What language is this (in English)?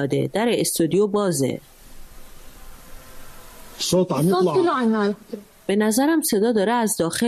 Persian